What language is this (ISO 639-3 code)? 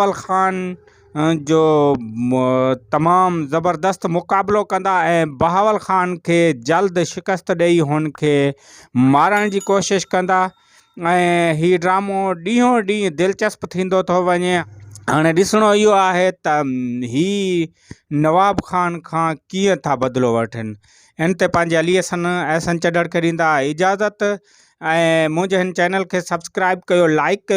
snd